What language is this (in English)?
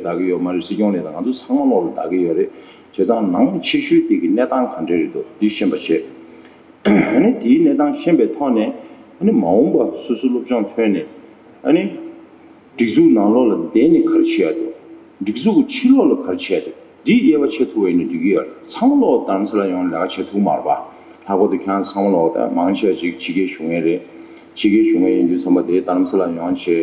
Tibetan